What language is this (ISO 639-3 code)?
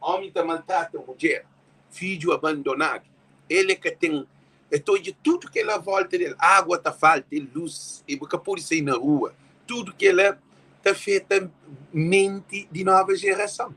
kea